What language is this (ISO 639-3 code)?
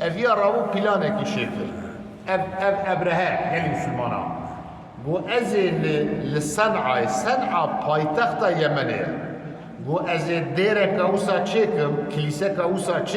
kur